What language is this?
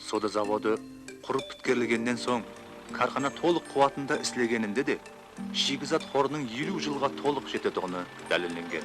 Kara-Kalpak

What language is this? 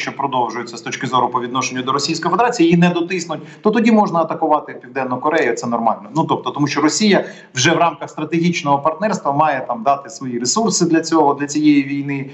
Ukrainian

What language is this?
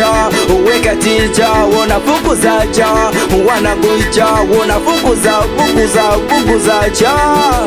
Swahili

